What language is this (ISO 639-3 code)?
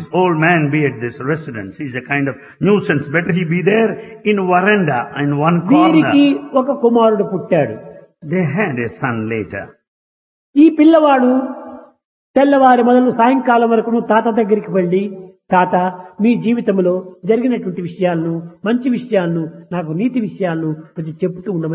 tel